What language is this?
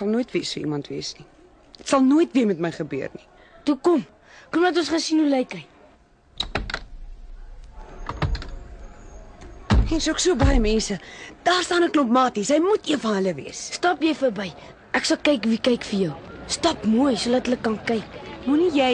Afrikaans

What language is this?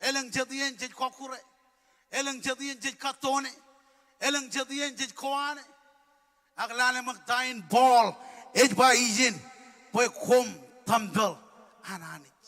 Marshallese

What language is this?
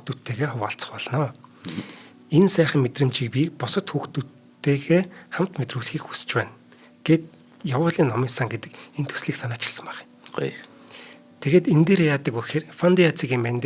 Mongolian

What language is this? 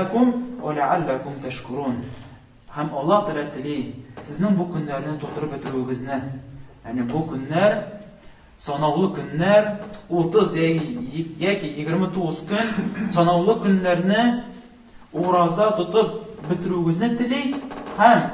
Tatar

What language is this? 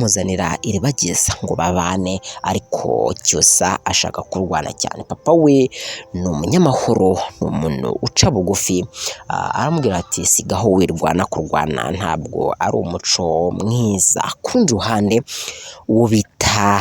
Kinyarwanda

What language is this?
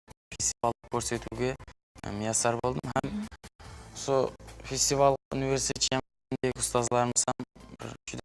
Kara-Kalpak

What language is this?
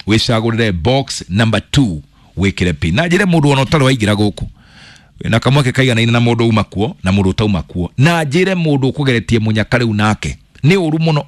Kikuyu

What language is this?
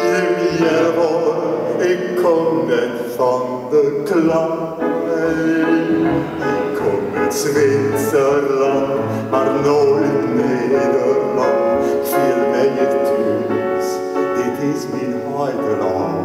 Western Frisian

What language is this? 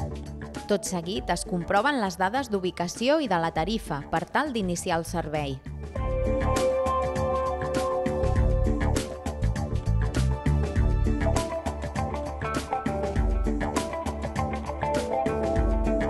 Catalan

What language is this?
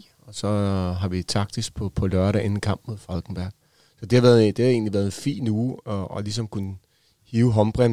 Danish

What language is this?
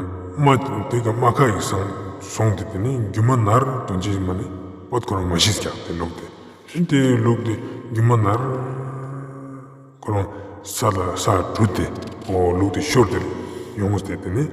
Ladakhi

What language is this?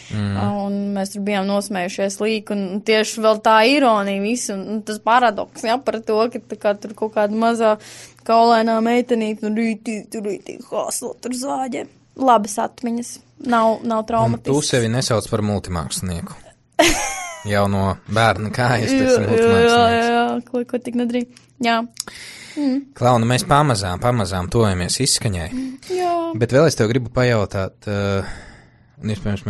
Latvian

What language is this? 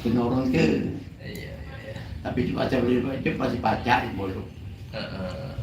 Musi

